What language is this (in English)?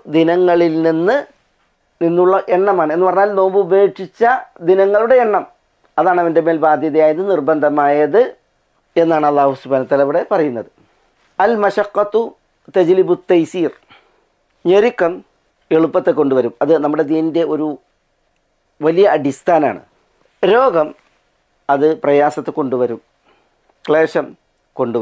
Malayalam